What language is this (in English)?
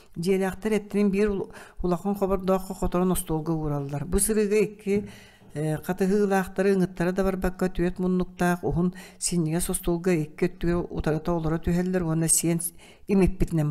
Yakut